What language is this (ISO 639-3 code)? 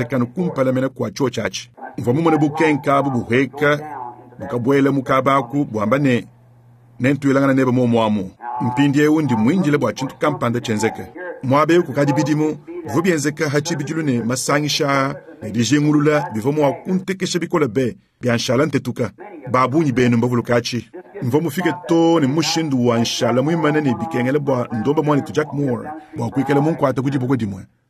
lua